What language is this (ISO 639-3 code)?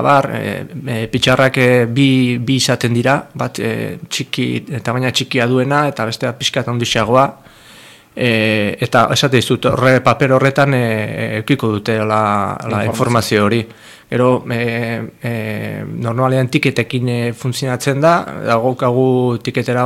eus